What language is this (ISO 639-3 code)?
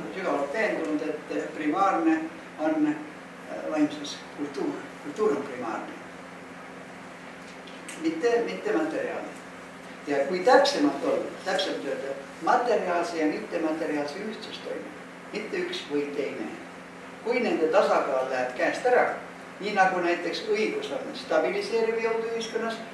est